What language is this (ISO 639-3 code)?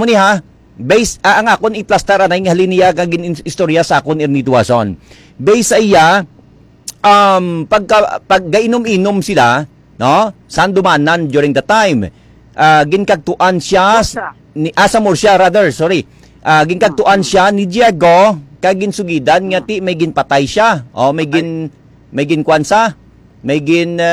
hil